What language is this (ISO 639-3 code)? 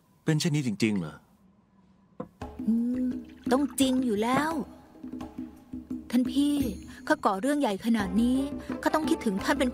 tha